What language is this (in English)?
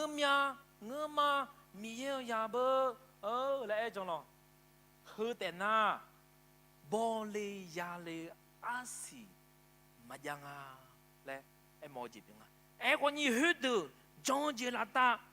Akha